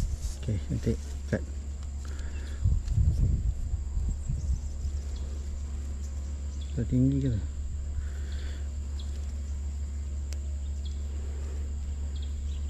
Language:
Malay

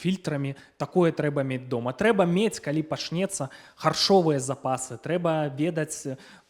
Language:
Belarusian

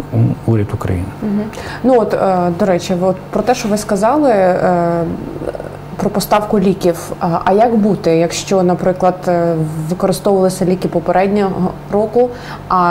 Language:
Ukrainian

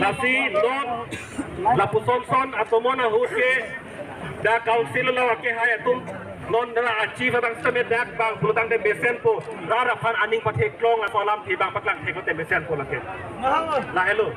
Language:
Karbi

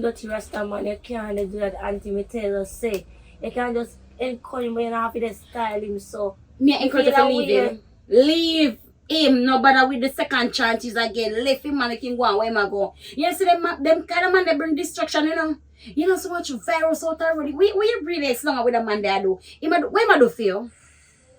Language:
Jamaican Creole English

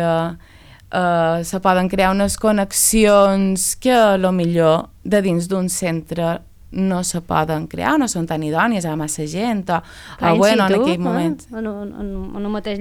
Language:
Catalan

